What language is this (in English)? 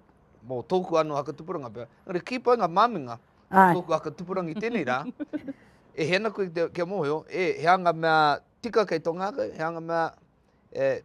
Māori